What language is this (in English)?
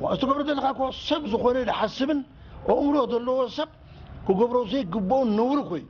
Tigrinya